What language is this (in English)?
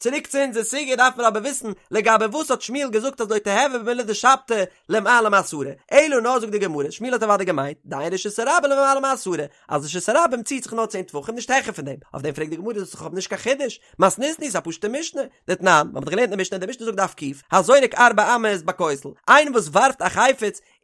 Yiddish